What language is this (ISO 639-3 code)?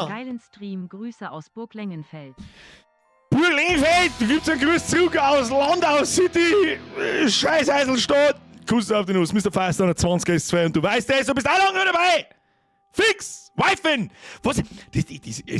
bar